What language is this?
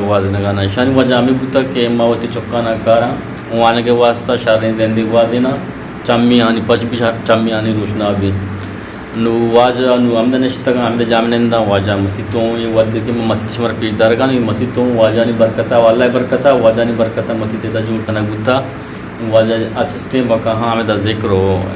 Eastern Balochi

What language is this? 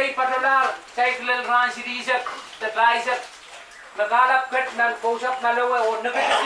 Pohnpeian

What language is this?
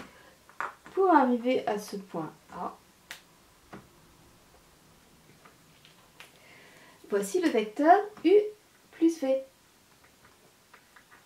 French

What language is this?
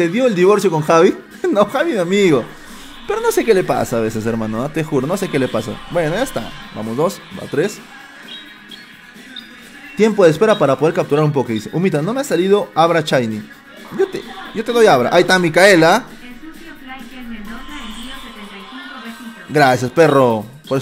Spanish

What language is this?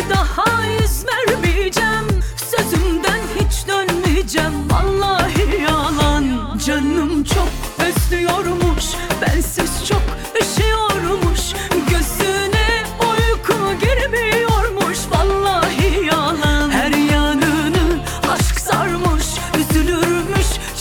Turkish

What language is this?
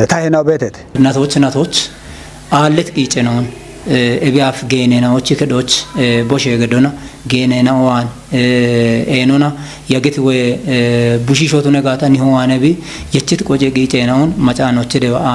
Kafa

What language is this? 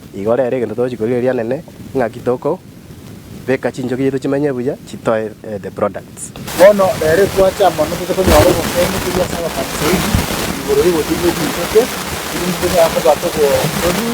Gusii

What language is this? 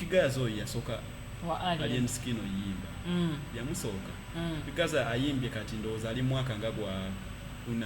Ganda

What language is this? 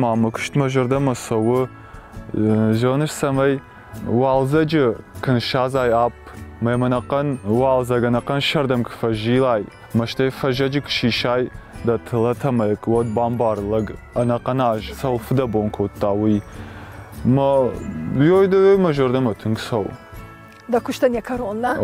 Ossetic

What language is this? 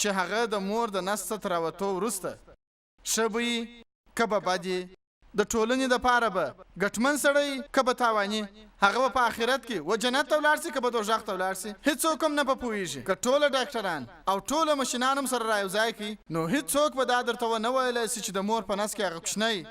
Pashto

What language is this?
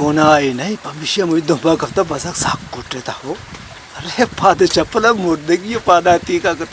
Baluchi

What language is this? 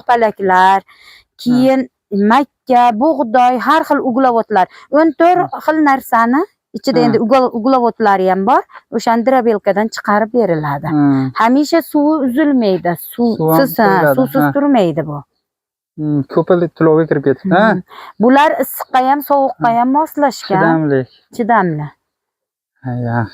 Uzbek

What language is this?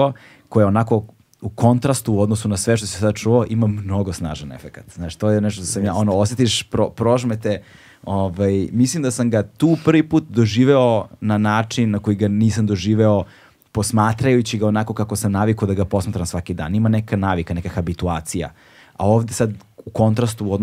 Serbian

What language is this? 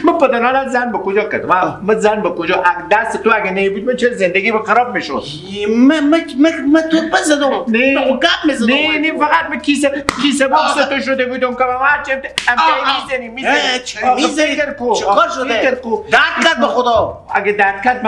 Persian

